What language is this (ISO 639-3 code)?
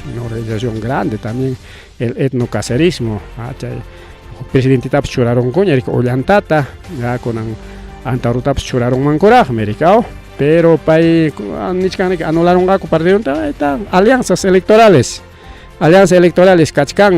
quy